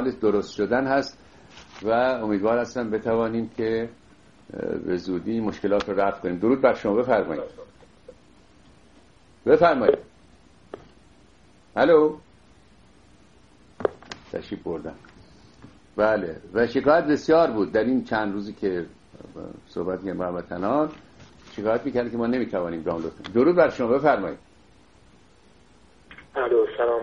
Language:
Persian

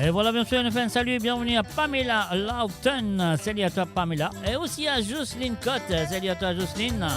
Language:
Morisyen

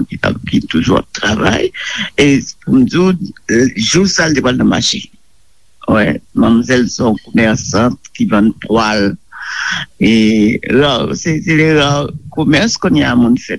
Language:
Haitian Creole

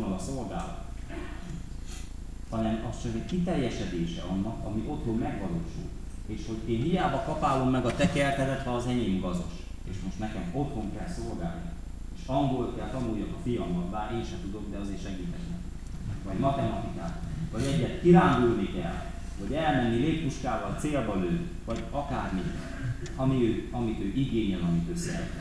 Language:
Hungarian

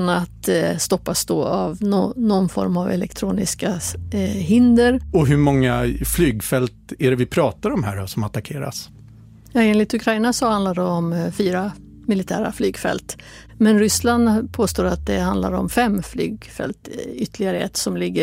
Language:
Swedish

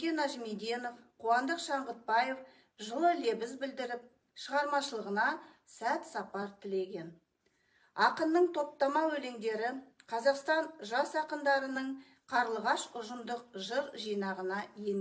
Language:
Kazakh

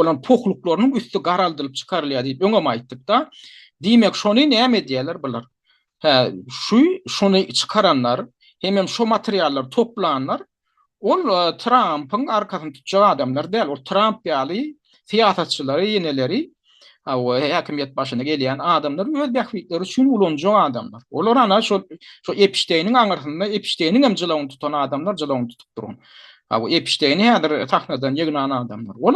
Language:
Turkmen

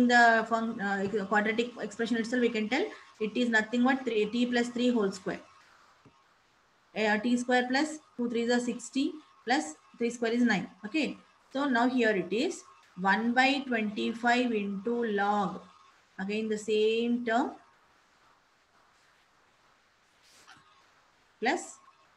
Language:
English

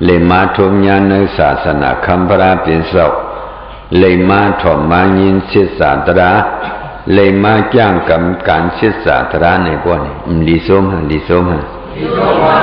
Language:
Shan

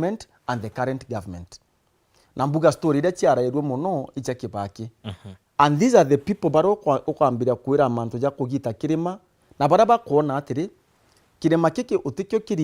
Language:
Meru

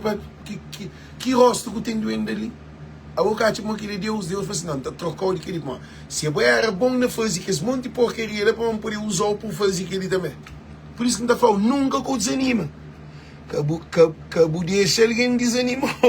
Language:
Kabuverdianu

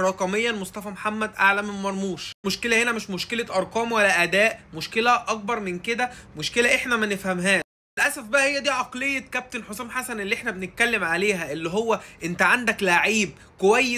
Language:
Egyptian Arabic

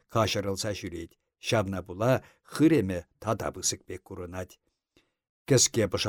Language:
Chuvash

